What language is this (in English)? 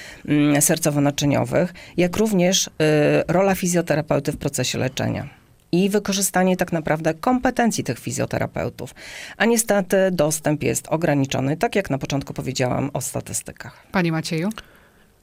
Polish